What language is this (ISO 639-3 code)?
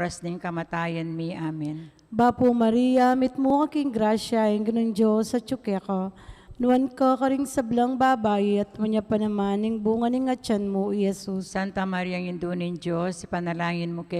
pam